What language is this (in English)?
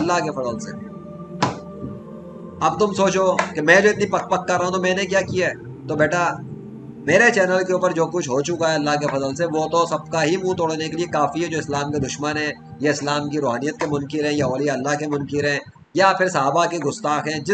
Urdu